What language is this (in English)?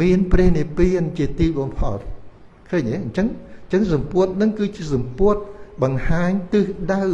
Khmer